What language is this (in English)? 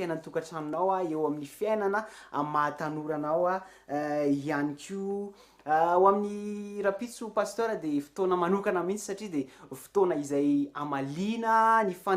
Malagasy